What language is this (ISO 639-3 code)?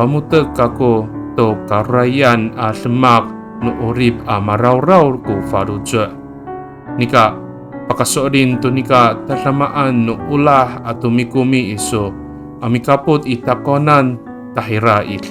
ami